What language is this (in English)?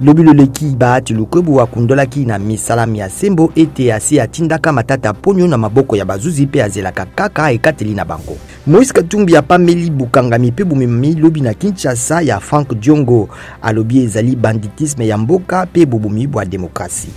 Lingala